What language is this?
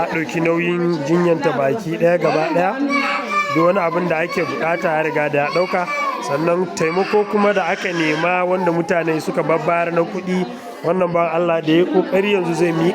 Hausa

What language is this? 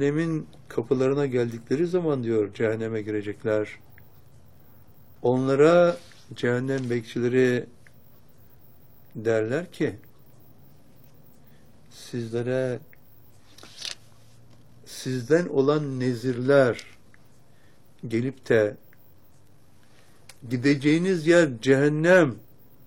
Turkish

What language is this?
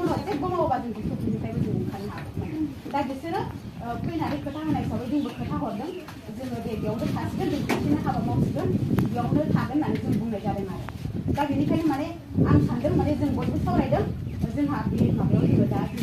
Bodo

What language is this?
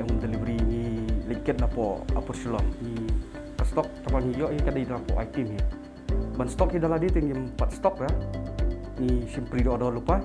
Khasi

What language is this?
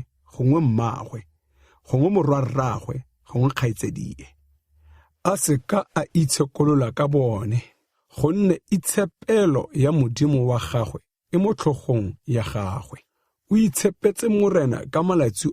Tswana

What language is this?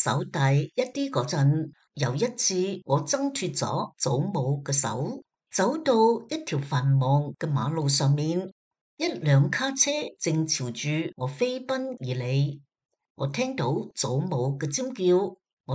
Cantonese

